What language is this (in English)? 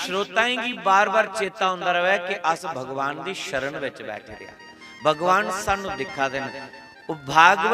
Dogri